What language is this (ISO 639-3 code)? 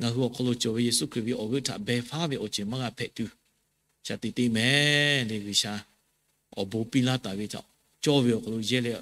lhu